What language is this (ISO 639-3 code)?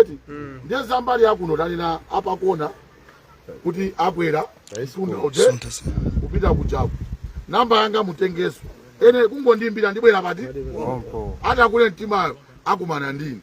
nya